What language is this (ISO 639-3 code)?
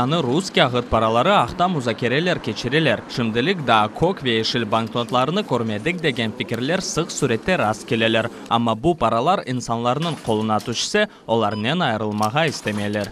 crh